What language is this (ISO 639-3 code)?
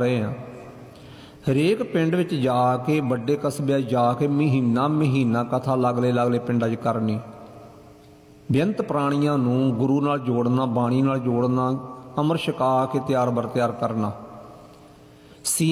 pan